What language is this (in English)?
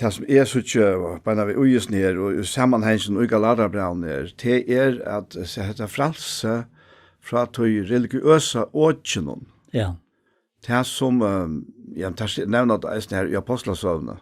Faroese